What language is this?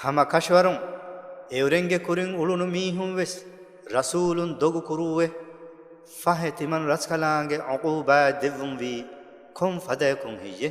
Divehi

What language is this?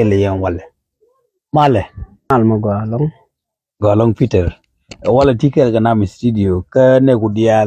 Nuer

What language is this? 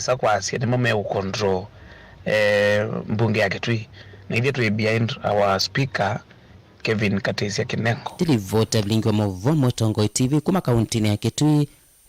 Kamba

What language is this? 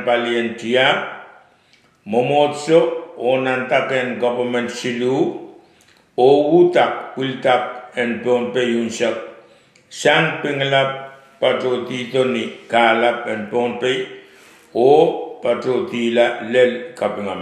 Pohnpeian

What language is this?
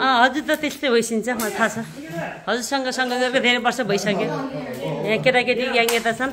Nepali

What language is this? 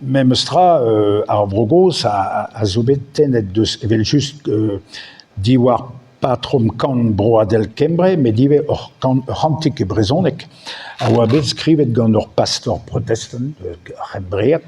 Breton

